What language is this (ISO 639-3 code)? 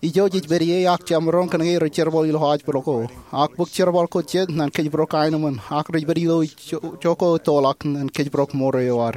mah